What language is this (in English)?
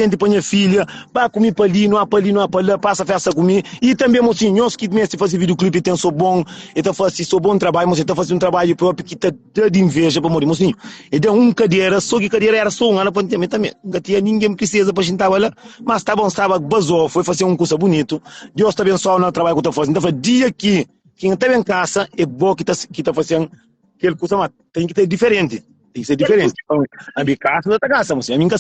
Kabuverdianu